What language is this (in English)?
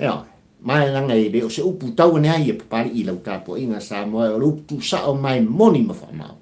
Samoan